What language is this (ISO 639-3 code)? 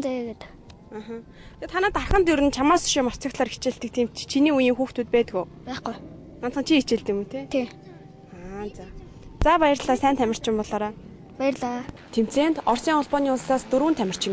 mon